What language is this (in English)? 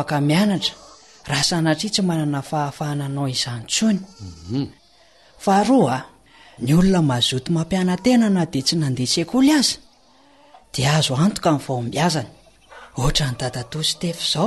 Malagasy